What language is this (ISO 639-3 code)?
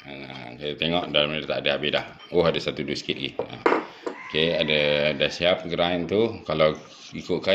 msa